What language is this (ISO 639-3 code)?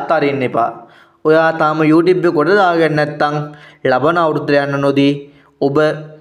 sin